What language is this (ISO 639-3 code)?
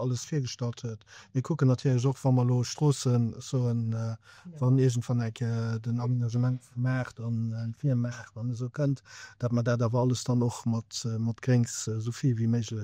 ltz